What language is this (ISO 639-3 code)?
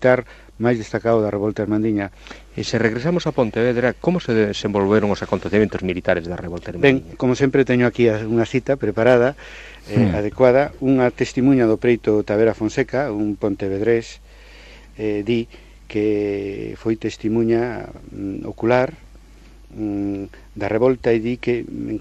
glg